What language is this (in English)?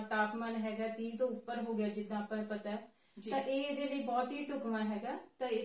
Punjabi